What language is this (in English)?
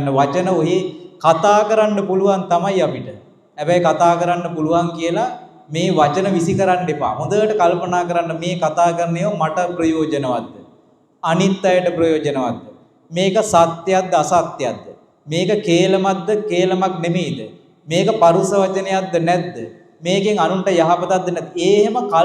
Sinhala